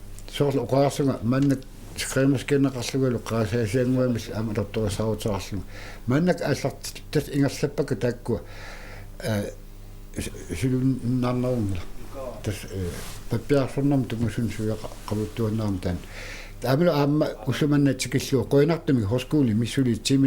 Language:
Kalaallisut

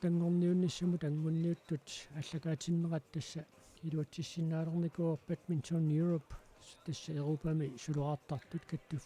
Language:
Kalaallisut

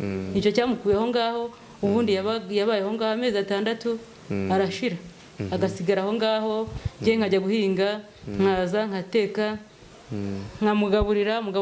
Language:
Kinyarwanda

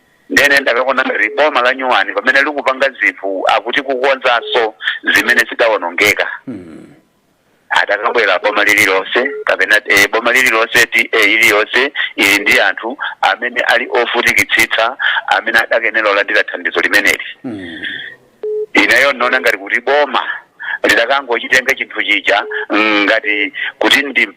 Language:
Nyanja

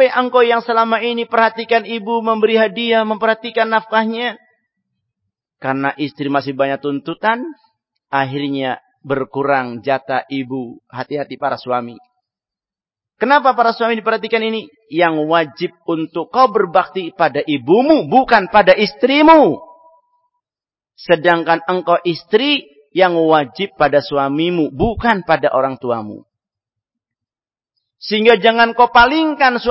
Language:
Indonesian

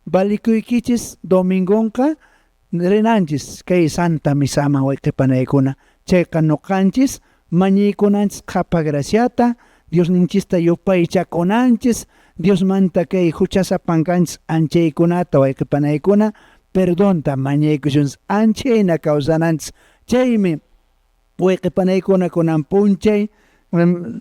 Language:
Quechua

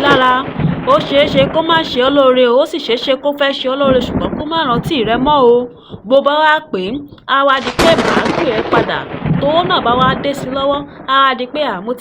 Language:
Yoruba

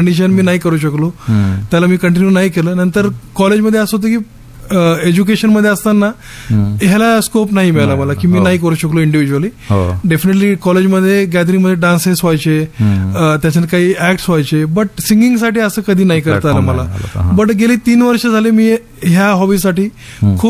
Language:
Marathi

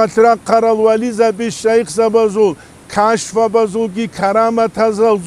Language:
Avaric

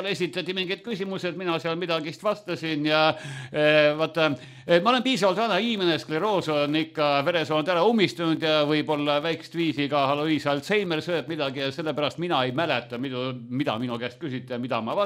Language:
Estonian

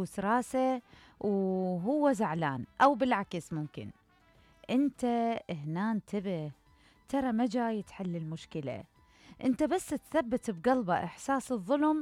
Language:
Mesopotamian Arabic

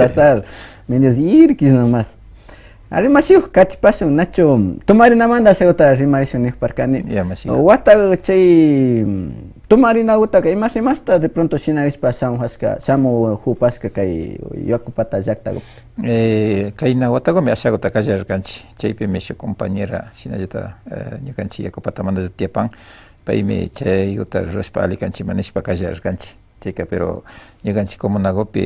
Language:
Imbabura Highland Quichua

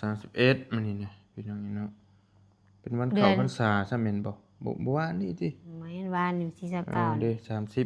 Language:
Northeastern Thai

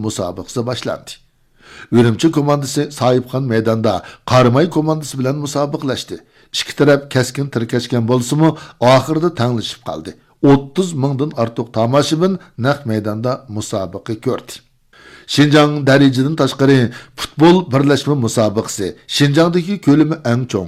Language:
Uyghur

